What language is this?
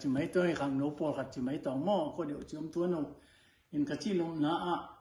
Tedim Chin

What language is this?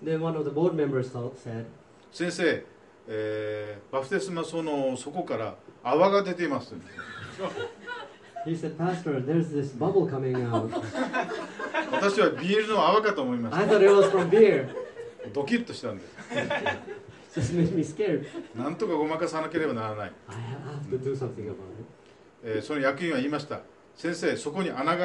Japanese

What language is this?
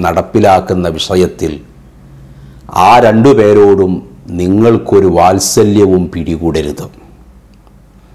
Malayalam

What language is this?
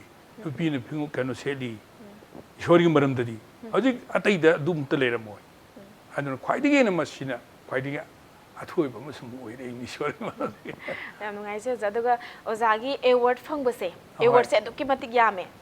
Manipuri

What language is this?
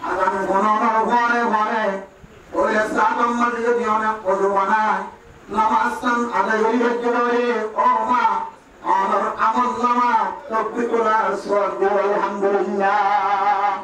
Rohingya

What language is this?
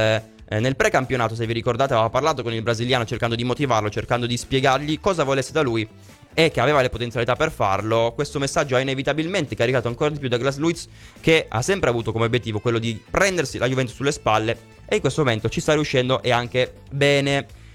Italian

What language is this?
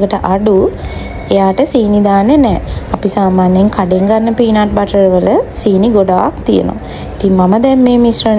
Sinhala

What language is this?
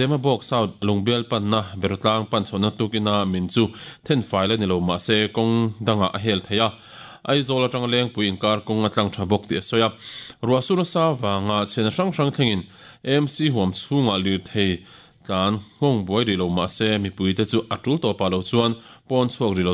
Mizo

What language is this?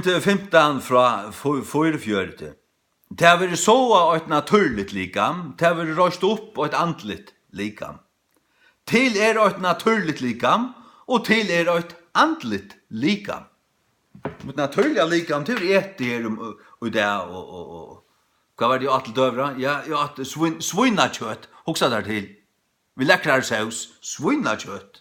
Faroese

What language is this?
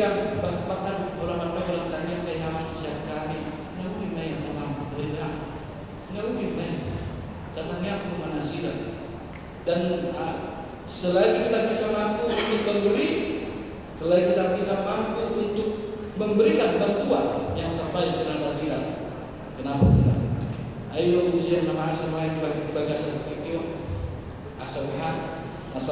Batak Toba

